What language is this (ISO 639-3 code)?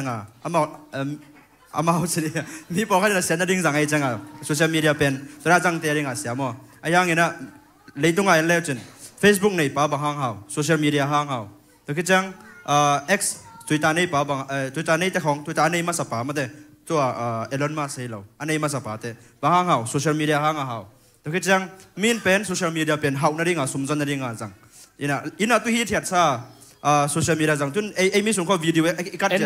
ctd